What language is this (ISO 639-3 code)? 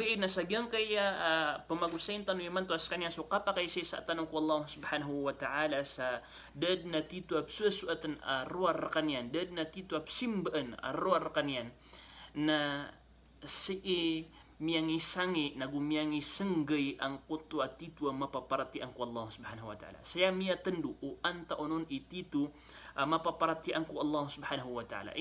mrw